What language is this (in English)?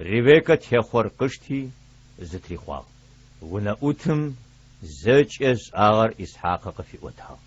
Adyghe